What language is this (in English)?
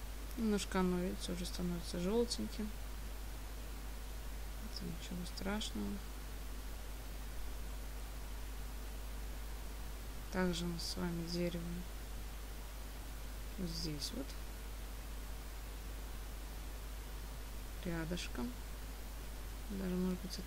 Russian